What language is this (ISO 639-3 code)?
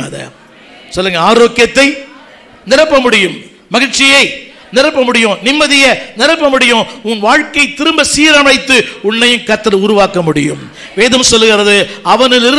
tam